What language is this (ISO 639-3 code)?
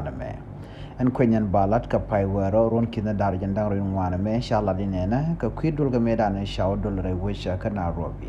nus